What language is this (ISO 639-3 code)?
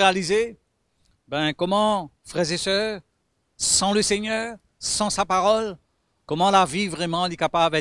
mfe